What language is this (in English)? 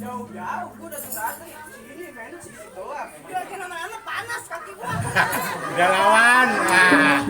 Betawi